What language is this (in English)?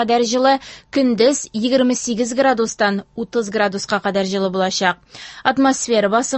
Tatar